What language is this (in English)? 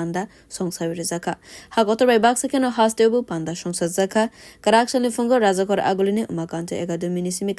Kok Borok